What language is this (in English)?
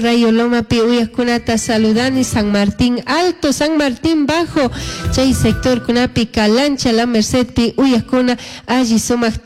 Chimborazo Highland Quichua